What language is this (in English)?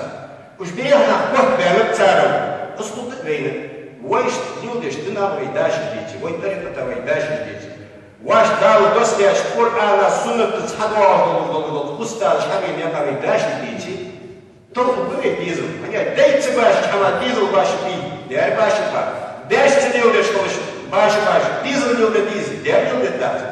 Ingush